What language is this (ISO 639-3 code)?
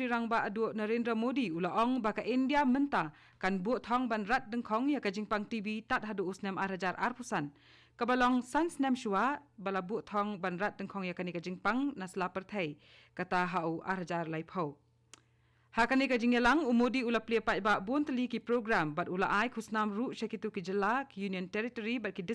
kha